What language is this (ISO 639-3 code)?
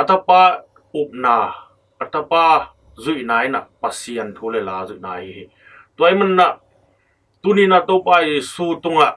ctd